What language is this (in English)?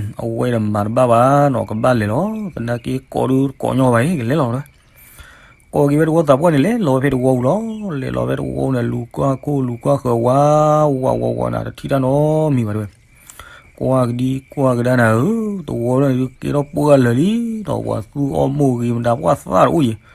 S'gaw Karen